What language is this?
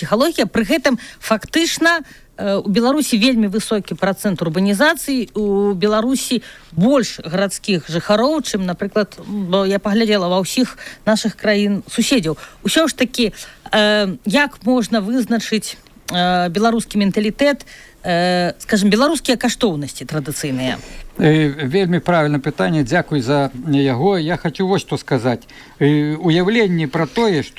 Belarusian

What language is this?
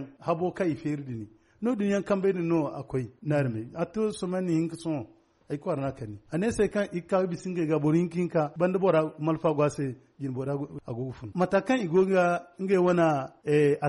Zarma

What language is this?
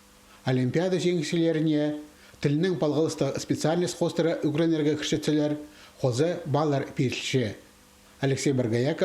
Khakas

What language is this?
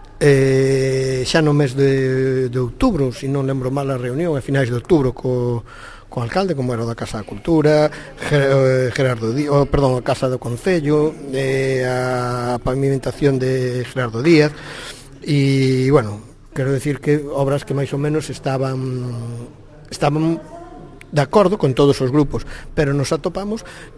Galician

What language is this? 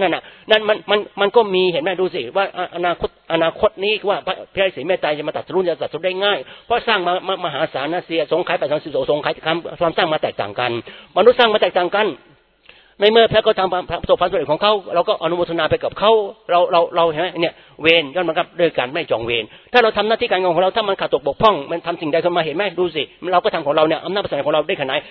Thai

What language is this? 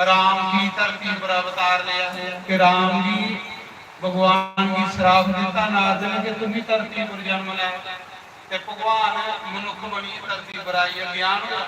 Dogri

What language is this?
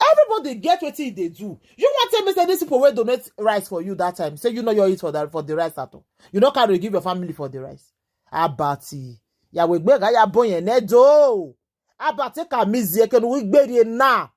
Nigerian Pidgin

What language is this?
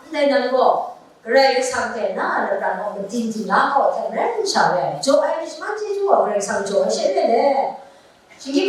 Kachin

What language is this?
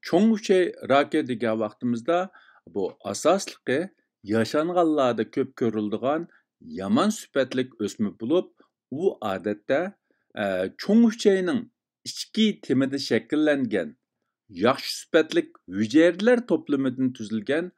Uyghur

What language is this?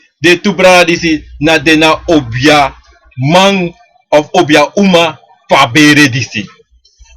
Sranan Tongo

